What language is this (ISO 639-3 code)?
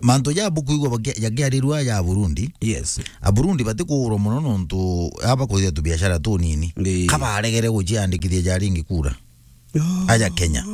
mer